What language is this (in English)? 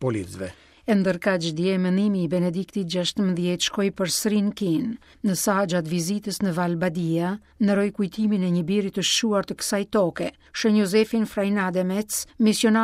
Albanian